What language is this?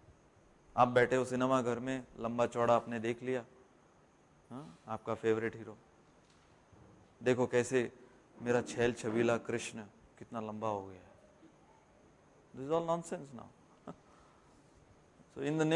Hindi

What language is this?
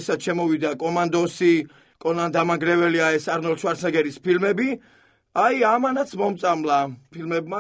Georgian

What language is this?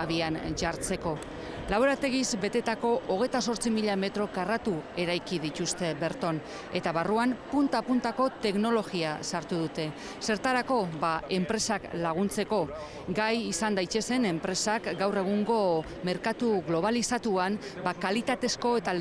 Basque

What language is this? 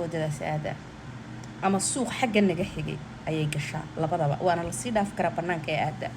Somali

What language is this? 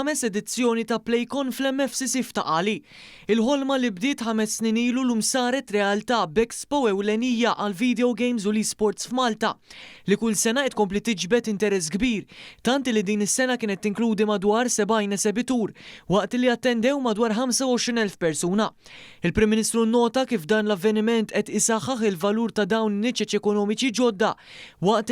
Maltese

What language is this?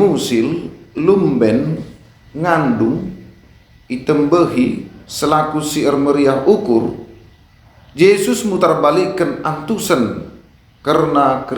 Batak Karo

